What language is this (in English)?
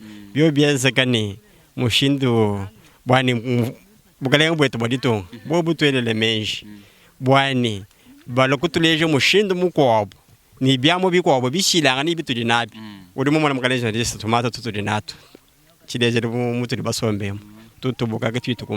Luba-Lulua